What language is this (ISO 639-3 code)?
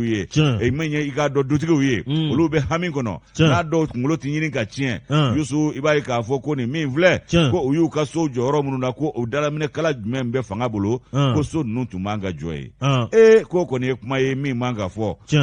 bam